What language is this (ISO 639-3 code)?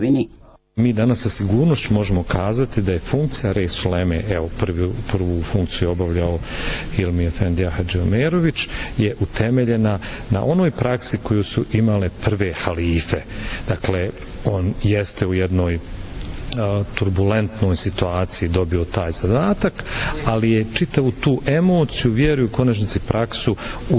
bos